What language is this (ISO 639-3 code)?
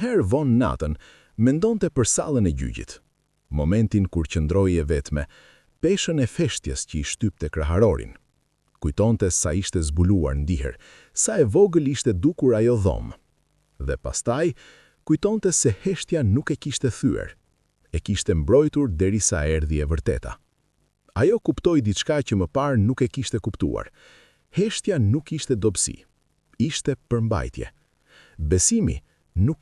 sqi